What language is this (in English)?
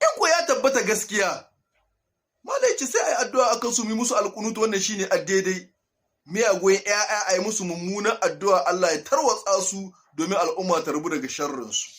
Hausa